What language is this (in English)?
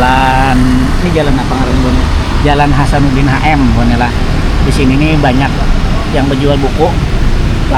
Banjar